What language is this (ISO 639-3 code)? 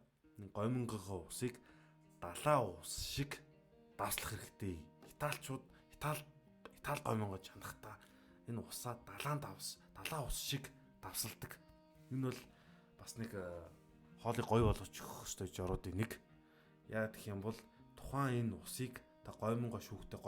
mon